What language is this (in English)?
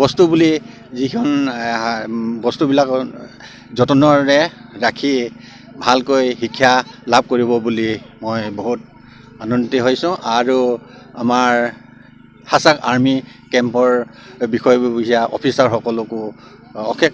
Assamese